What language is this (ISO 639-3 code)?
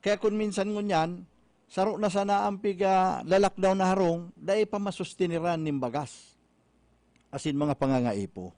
bik